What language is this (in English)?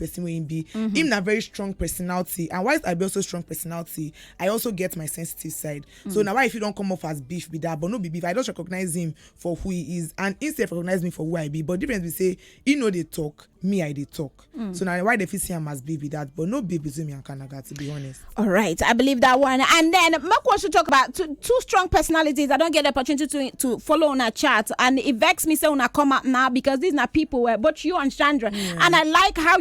Nigerian Pidgin